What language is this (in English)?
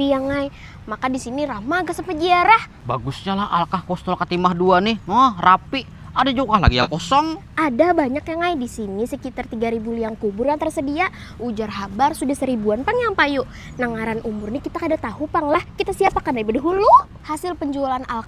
Banjar